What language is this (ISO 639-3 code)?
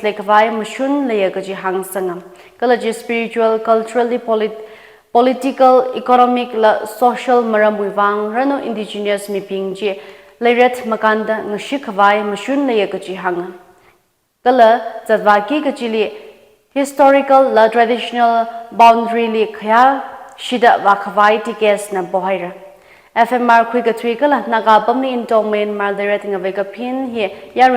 nmf